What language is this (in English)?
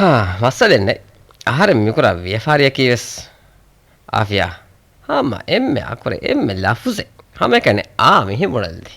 Divehi